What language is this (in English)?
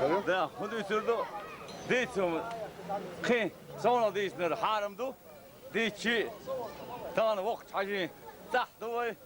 Chechen